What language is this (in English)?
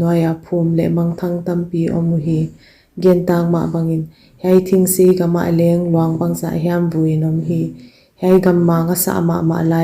Paite Chin